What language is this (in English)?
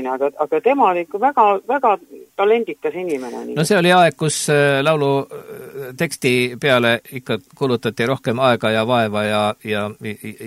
Estonian